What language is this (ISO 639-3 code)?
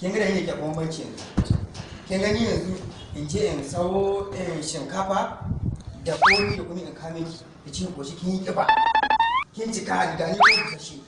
hau